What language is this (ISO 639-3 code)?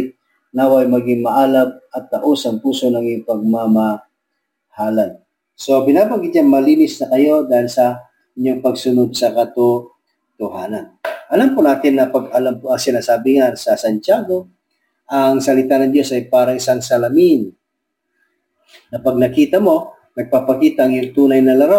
fil